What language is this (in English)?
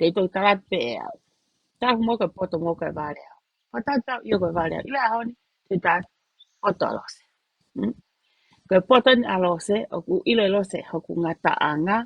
Tongan